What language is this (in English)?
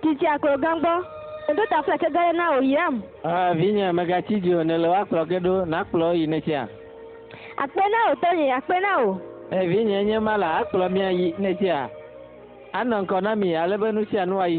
Ewe